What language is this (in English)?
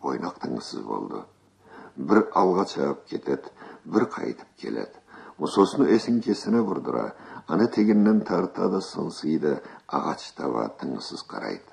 Karachay-Balkar